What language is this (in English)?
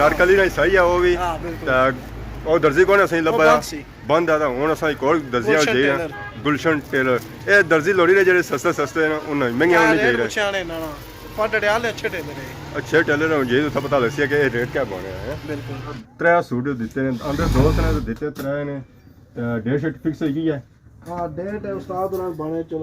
Pahari-Potwari